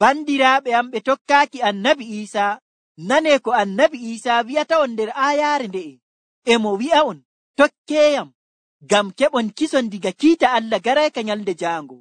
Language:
Nigerian Fulfulde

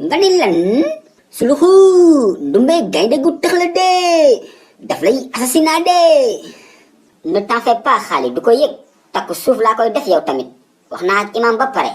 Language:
Wolof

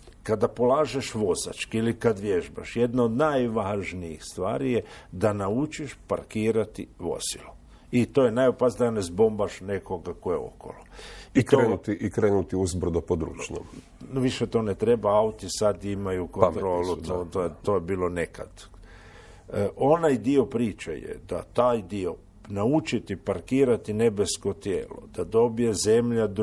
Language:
Croatian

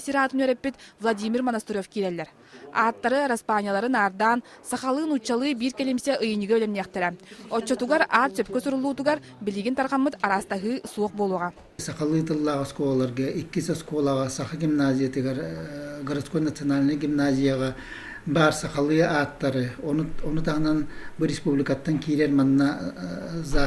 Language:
Yakut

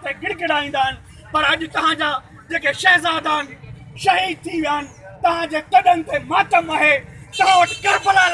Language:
Sindhi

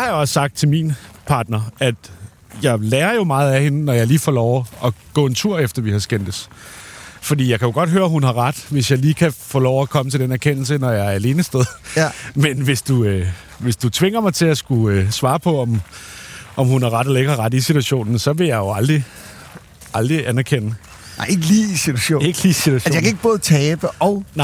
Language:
Danish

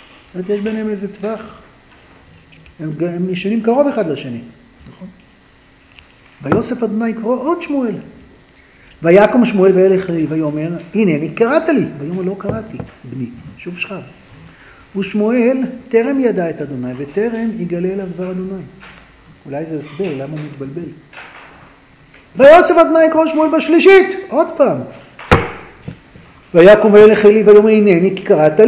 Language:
Hebrew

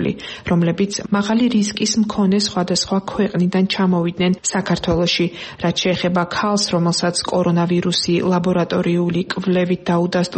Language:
Georgian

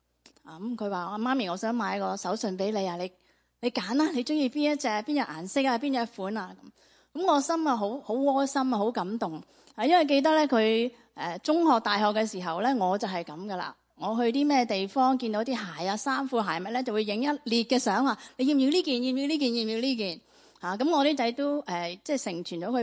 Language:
Cantonese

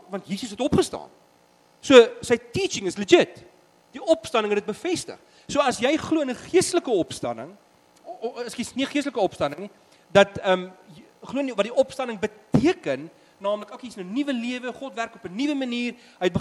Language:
Afrikaans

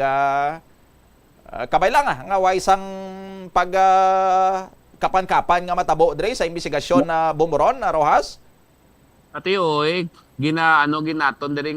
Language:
Hiligaynon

